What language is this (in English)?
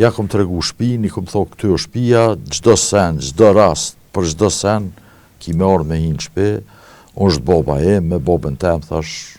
Albanian